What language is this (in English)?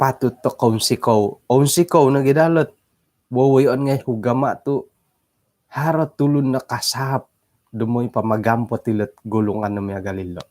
Central Dusun